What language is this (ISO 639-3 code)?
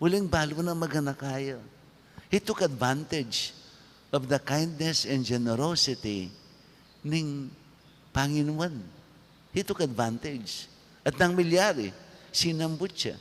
pam